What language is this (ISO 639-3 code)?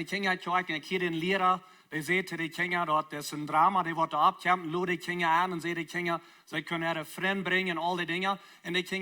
pdt